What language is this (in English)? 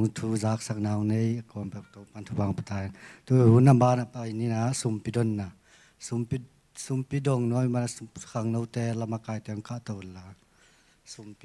Tedim Chin